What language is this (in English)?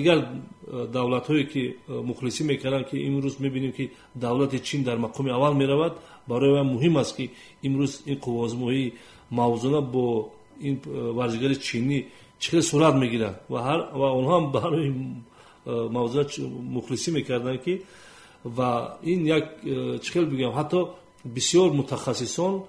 Tajik